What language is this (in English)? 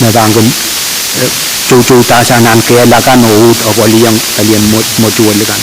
Pohnpeian